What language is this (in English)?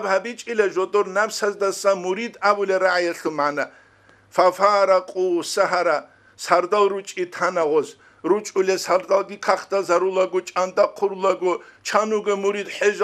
Avaric